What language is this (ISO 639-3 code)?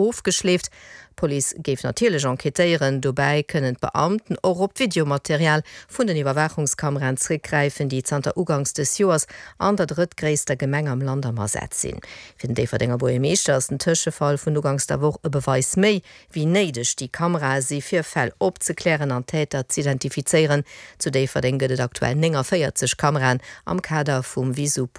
ltz